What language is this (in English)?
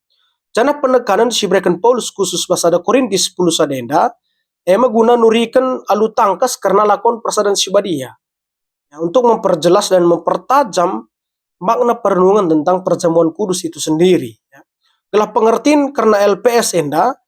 Batak Karo